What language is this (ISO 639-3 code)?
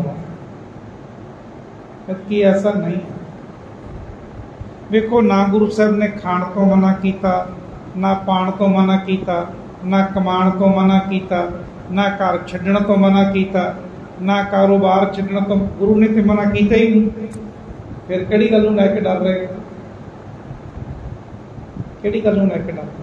pan